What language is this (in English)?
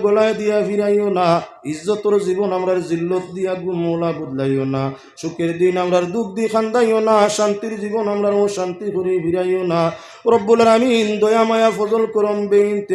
Sylheti